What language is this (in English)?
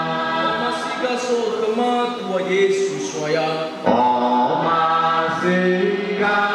Nias